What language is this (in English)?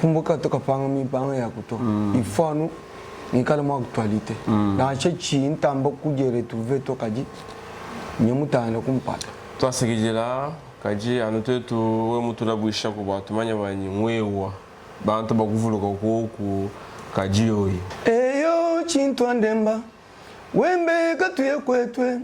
Luba-Lulua